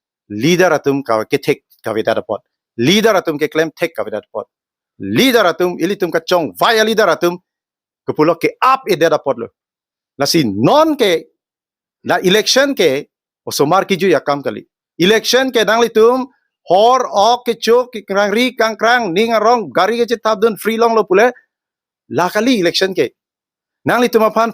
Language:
Karbi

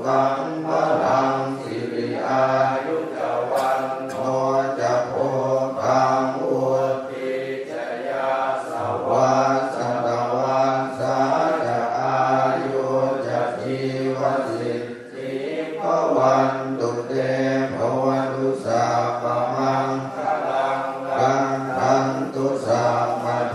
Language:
Pali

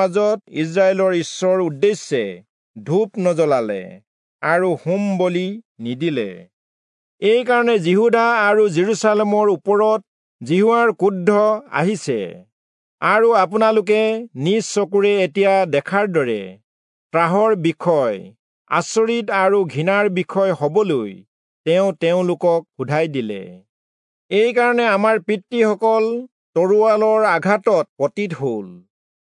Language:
Assamese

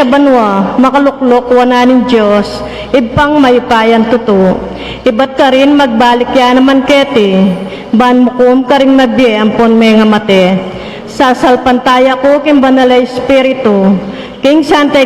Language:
Pampanga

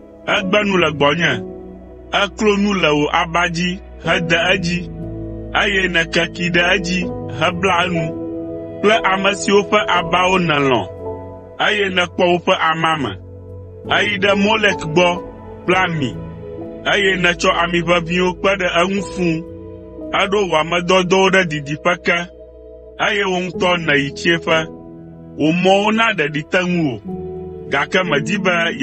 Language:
Ewe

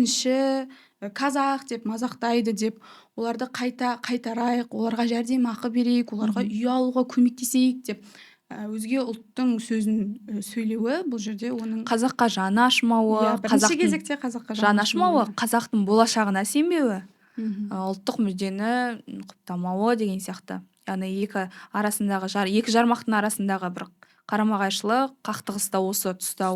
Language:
Kazakh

